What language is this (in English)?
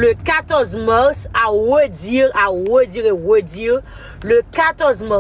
Haitian Creole